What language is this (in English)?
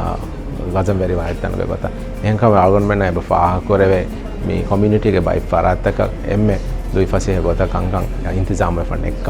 Divehi